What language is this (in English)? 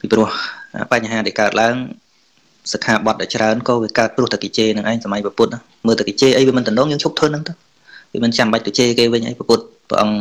Khmer